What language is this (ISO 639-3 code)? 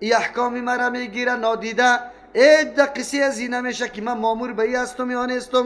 fas